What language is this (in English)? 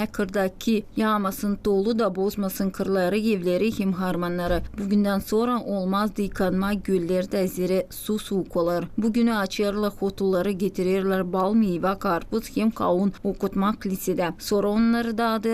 Gagauz